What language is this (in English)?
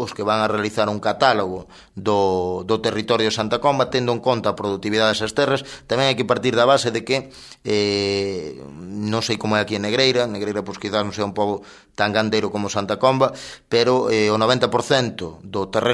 Galician